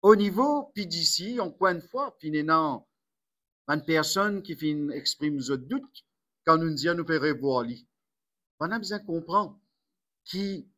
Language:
Morisyen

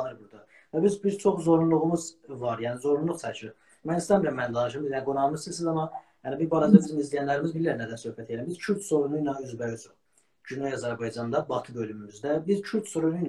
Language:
South Azerbaijani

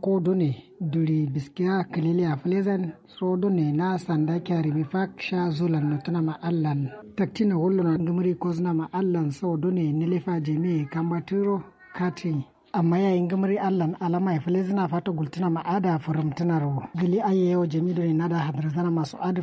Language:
Kanuri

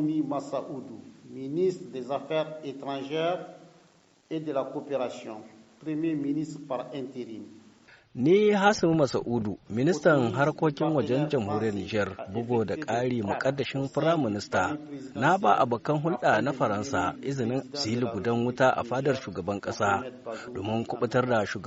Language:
Hausa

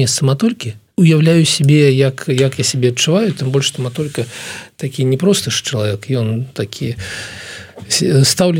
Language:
Belarusian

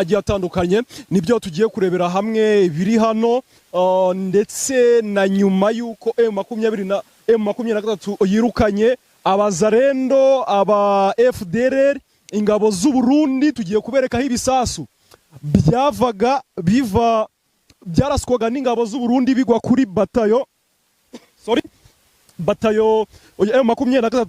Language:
Kinyarwanda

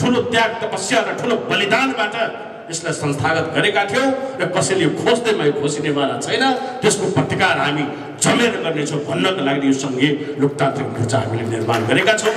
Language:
Nepali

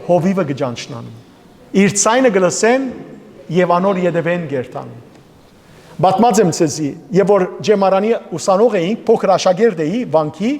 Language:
Western Armenian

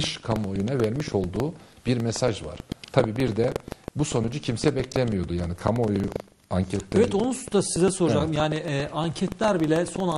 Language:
Turkish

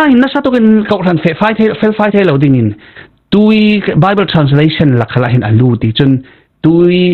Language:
Falam Chin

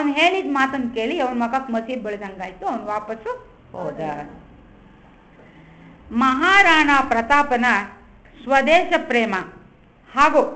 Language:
Kannada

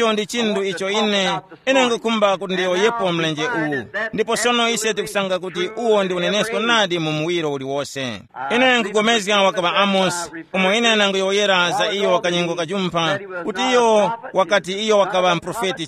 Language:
Tumbuka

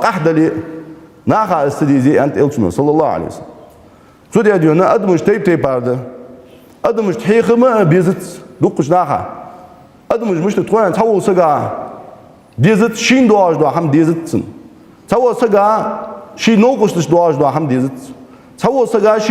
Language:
Ingush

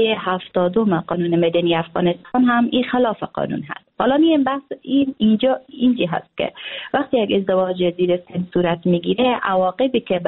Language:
Persian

